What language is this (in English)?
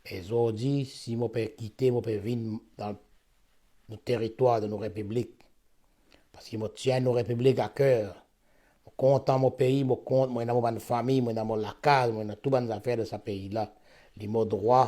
Morisyen